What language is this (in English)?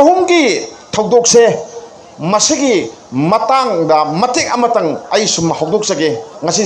Manipuri